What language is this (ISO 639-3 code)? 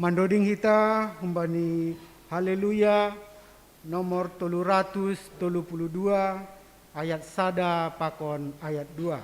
bts